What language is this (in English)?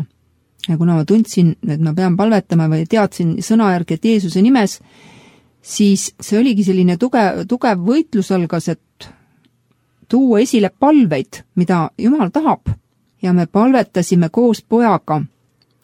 Estonian